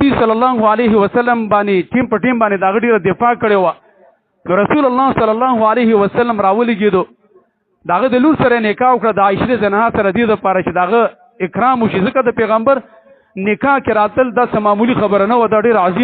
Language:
Pashto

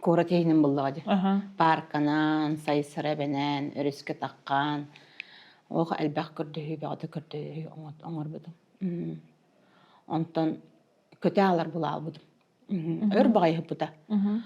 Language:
Yakut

